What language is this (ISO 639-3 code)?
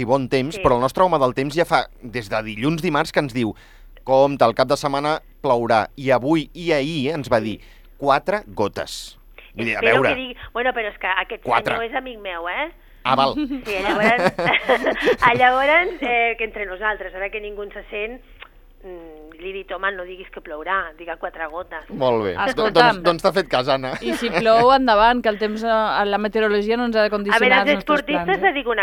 cat